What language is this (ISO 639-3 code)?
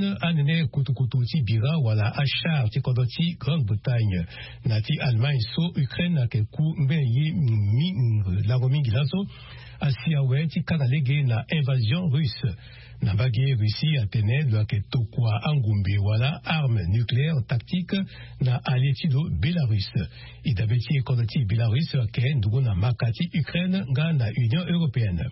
sag